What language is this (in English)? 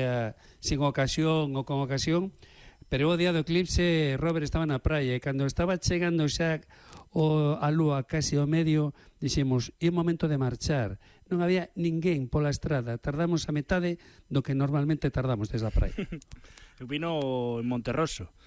Galician